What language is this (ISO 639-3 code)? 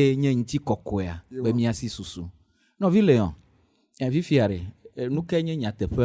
ewe